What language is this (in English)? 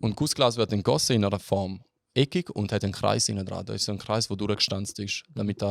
Swiss German